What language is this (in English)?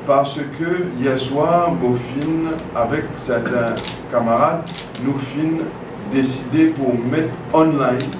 Morisyen